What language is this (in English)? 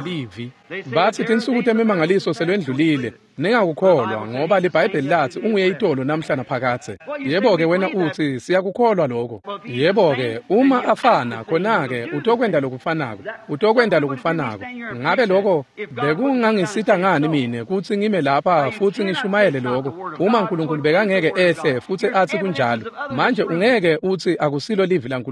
Swati